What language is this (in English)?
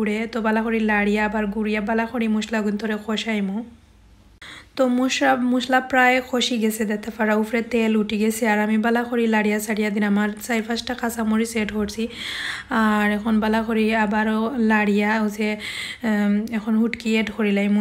Sylheti